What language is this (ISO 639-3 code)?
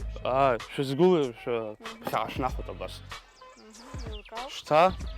abk